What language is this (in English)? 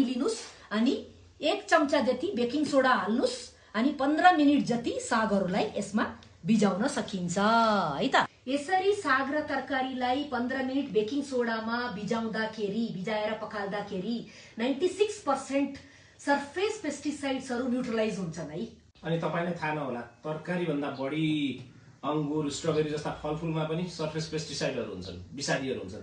Nepali